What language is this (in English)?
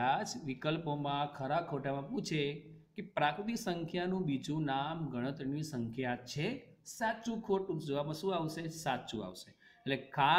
Gujarati